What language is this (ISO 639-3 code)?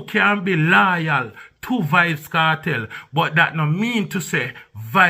jam